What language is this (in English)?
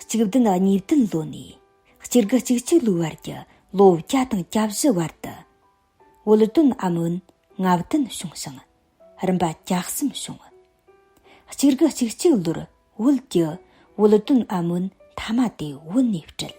Tibetan